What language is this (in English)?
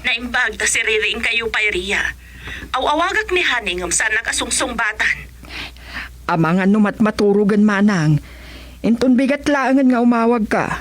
Iloko